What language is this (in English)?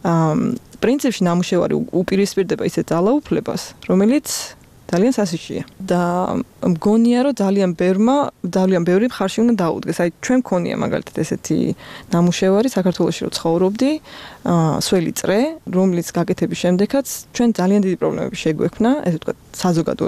Georgian